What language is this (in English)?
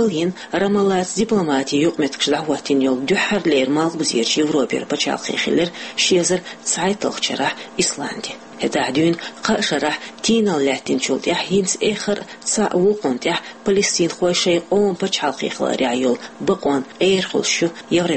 Chechen